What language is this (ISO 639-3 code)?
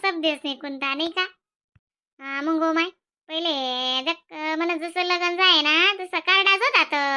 khn